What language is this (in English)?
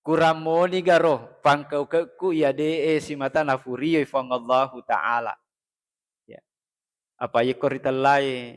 Buginese